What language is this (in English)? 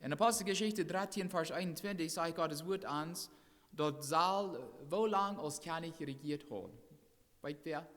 Plautdietsch